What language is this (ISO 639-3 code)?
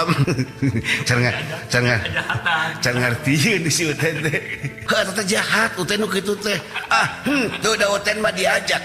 sun